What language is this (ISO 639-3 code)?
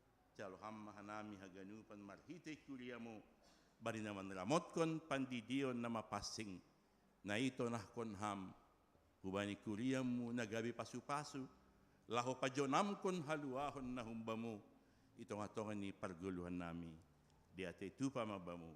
bts